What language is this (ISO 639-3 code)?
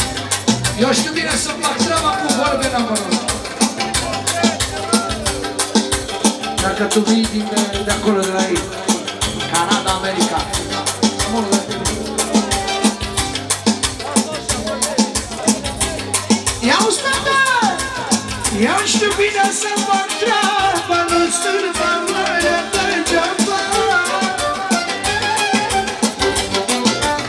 ron